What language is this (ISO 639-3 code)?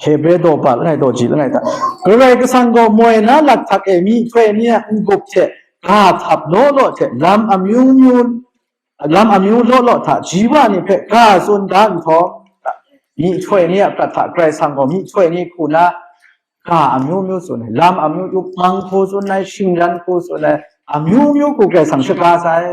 kac